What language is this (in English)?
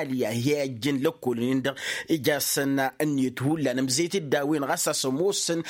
Tamasheq